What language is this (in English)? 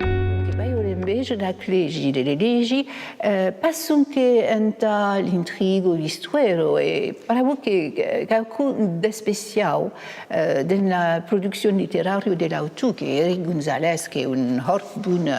Occitan